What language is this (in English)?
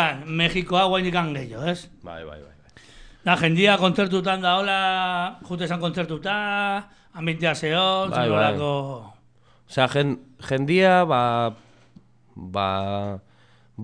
Basque